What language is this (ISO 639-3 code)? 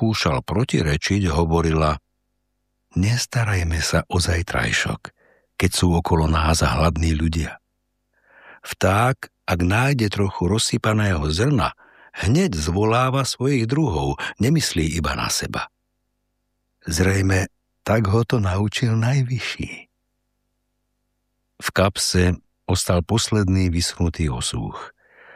slk